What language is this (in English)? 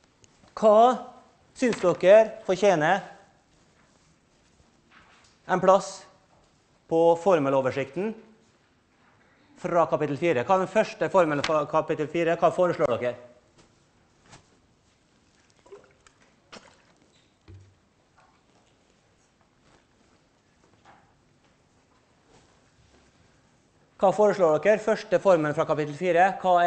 Norwegian